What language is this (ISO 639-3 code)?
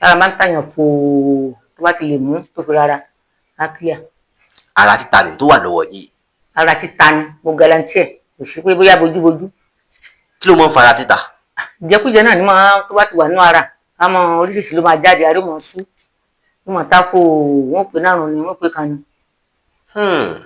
yor